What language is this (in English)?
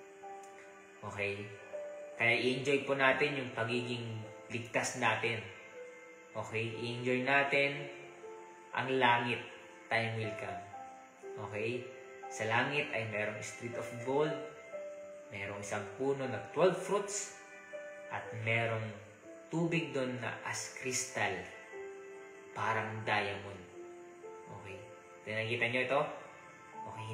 Filipino